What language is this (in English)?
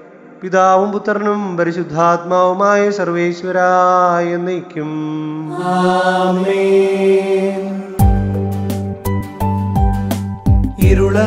Malayalam